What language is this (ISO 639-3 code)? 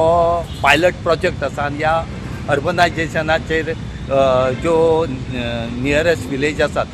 kok